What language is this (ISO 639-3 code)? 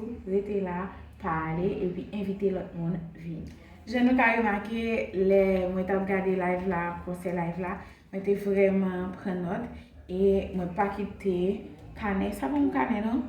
hat